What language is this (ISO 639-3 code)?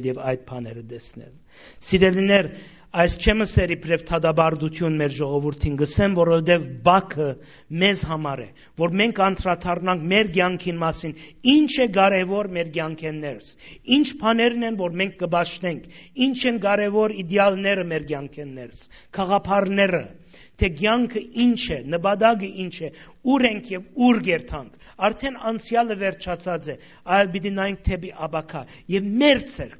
hye